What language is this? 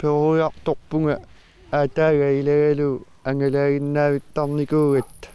Kalaallisut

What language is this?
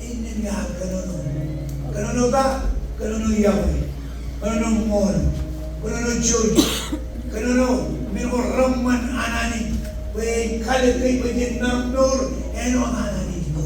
Marshallese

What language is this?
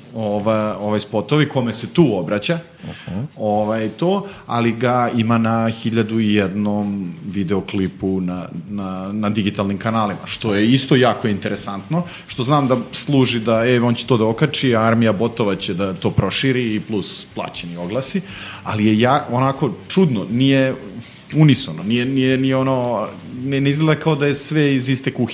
Serbian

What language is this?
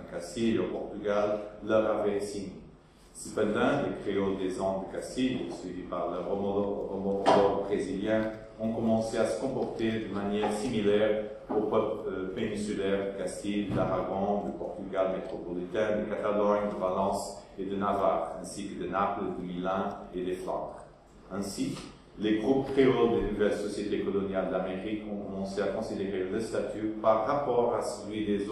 French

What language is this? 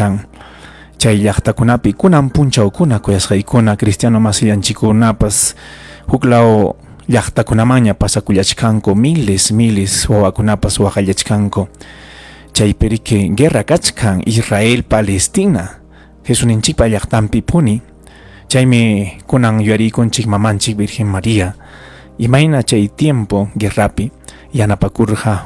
Ayacucho Quechua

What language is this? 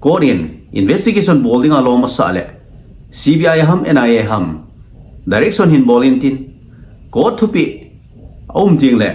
Thado Chin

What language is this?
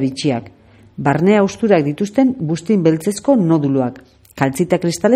Basque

